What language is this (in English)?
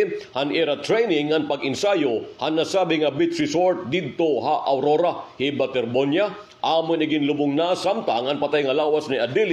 Waray